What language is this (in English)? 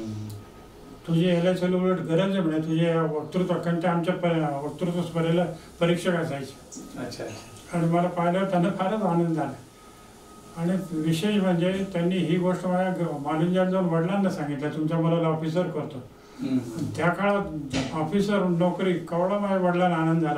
Marathi